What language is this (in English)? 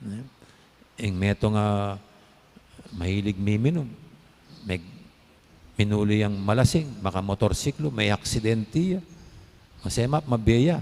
Pampanga